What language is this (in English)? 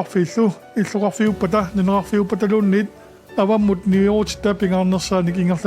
Kalaallisut